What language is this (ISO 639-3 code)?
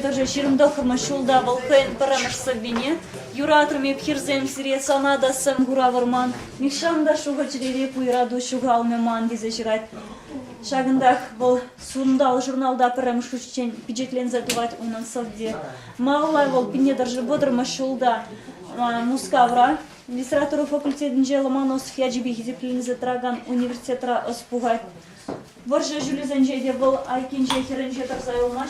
chv